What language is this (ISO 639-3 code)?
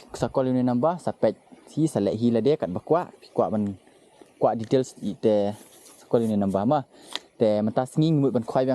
kha